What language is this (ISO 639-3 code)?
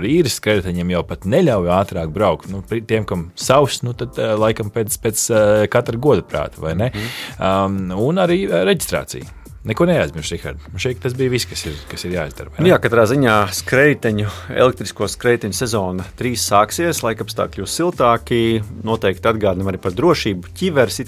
lav